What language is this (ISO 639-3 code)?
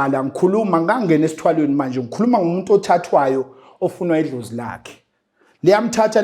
zul